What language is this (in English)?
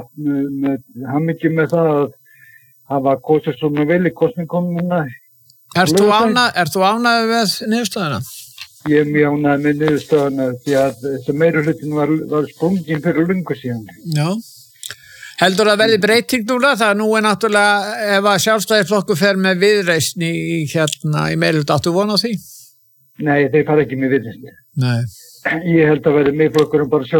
Icelandic